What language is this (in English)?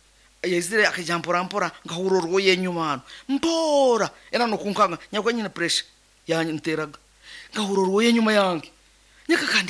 Nyankole